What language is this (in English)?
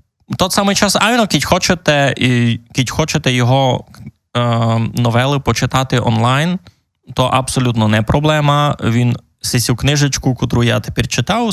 Rusyn